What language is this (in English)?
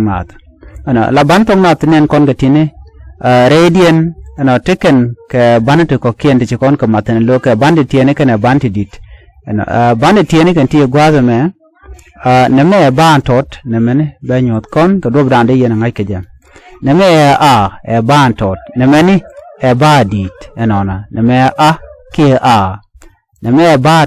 Nuer